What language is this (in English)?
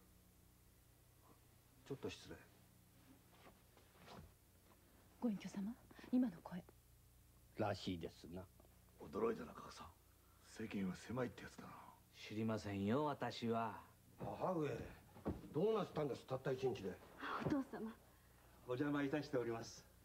Japanese